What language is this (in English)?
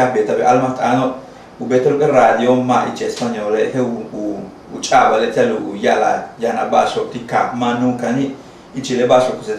Yucateco